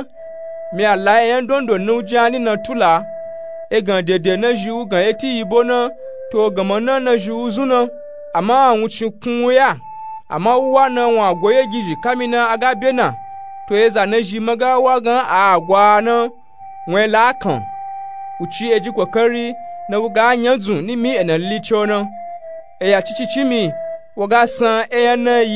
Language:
Nupe-Nupe-Tako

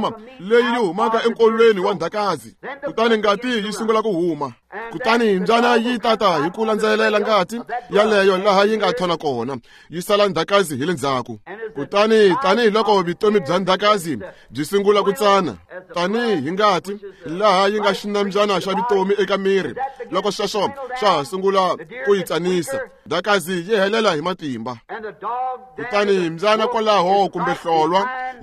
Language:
Tsonga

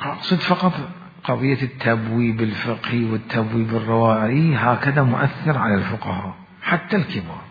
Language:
Mesopotamian Arabic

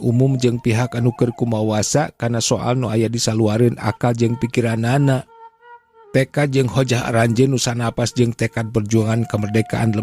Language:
Sundanese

